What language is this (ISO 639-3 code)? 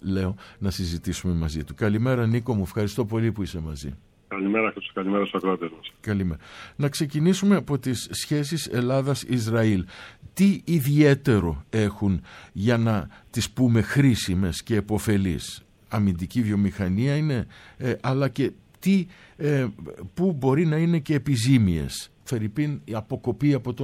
ell